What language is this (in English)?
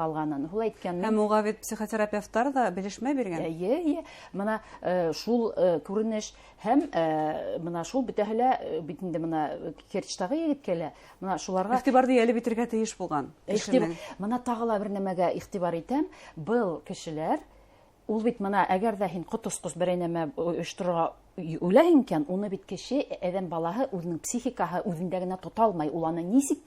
Bashkir